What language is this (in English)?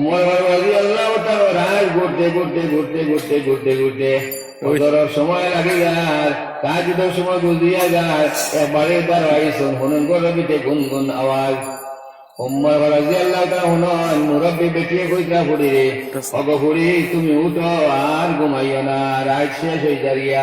Sylheti